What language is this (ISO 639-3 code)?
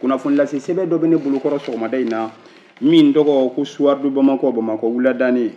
bam